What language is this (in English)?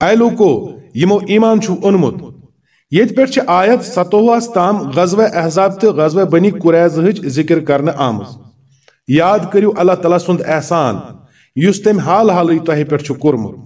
Kashmiri